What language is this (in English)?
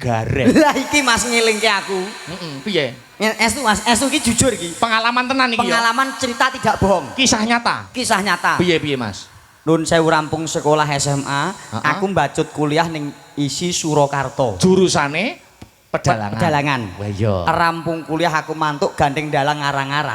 Javanese